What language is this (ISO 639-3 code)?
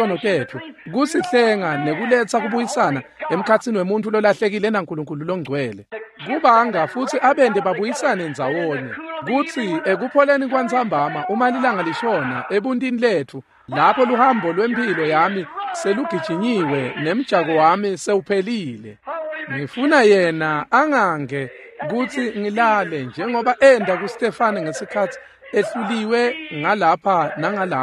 ssw